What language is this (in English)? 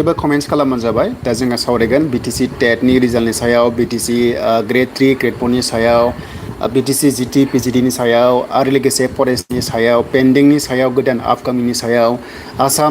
Bodo